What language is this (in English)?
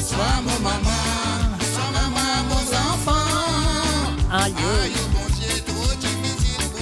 Morisyen